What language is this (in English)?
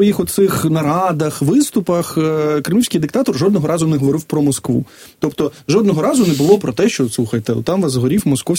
Ukrainian